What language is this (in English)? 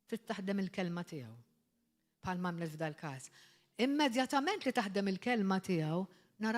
Maltese